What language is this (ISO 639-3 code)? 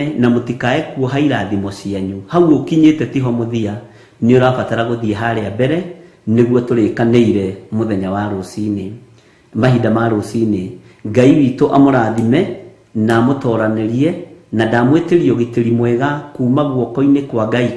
kik